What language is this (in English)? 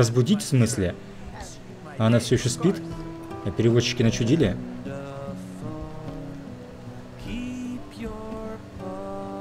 Russian